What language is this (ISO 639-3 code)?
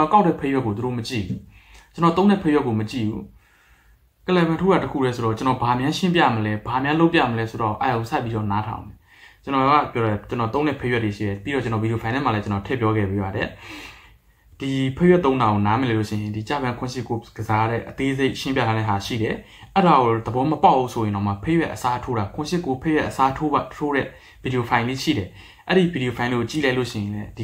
mya